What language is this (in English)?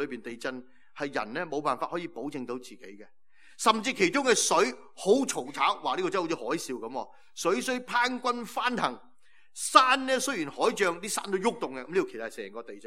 Cantonese